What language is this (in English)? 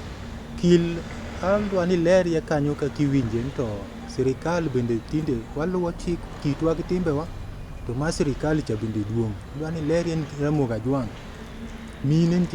Luo (Kenya and Tanzania)